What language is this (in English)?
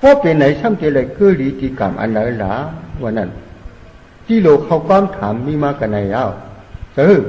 Shan